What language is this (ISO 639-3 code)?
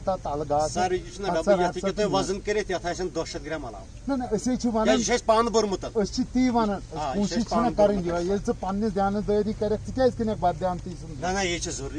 kas